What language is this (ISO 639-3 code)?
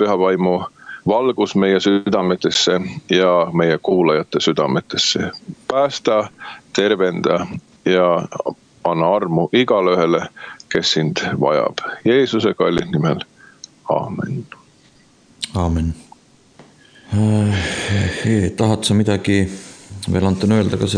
est